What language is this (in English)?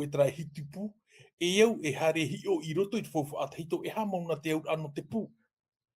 Tahitian